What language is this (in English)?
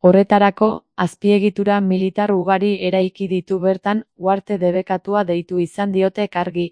Basque